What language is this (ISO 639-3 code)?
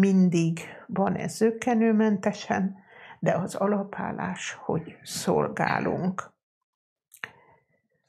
hun